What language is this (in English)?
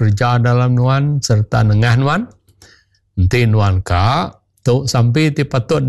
Iban